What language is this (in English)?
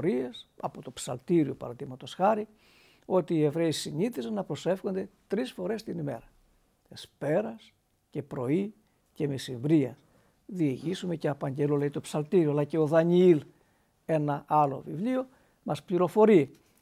Greek